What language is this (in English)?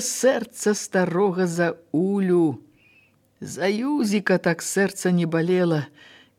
Belarusian